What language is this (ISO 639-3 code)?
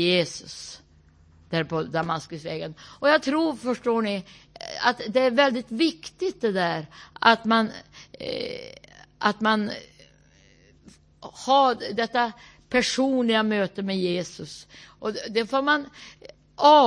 swe